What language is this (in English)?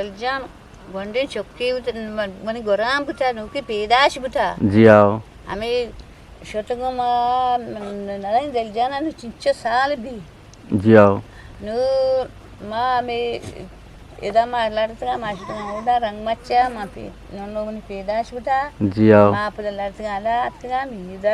Eastern Balochi